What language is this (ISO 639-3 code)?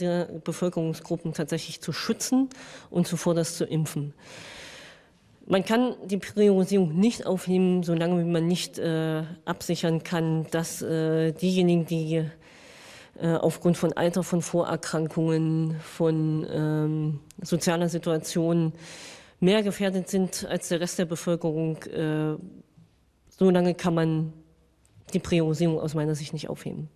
deu